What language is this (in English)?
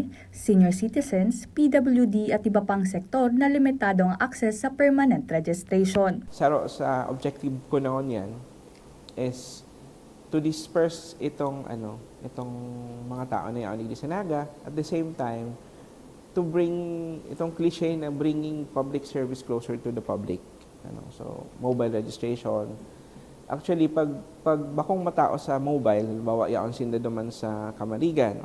Bikol